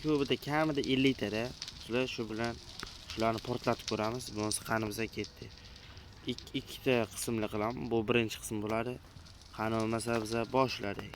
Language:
Uzbek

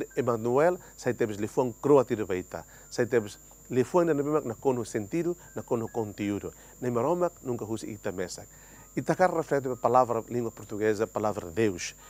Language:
Tetum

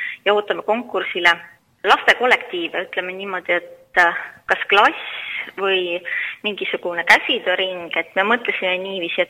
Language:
Estonian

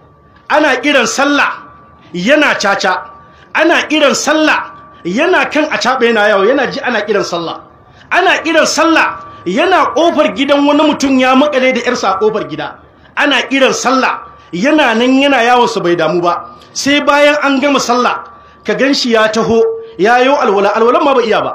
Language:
Hausa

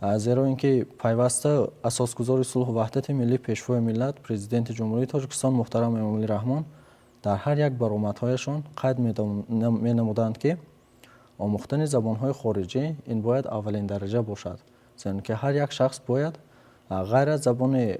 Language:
Tajik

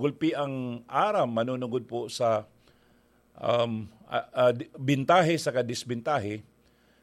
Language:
Bikol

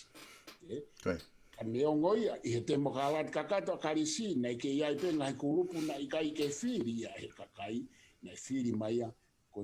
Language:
Tongan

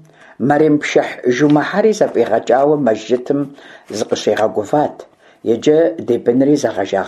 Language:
Kabardian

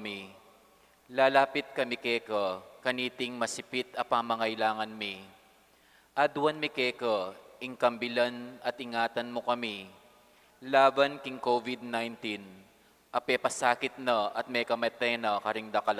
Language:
Pampanga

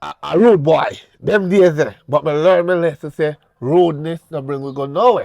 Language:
Jamaican Creole English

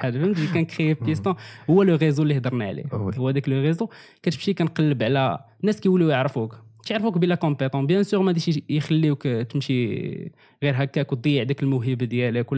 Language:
Moroccan Arabic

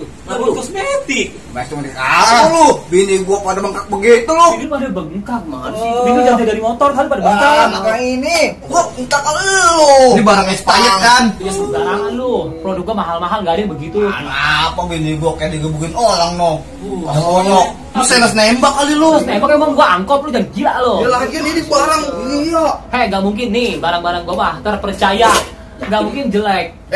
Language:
Betawi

